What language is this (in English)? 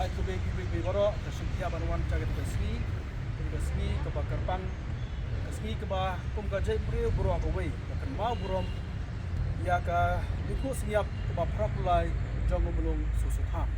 Khasi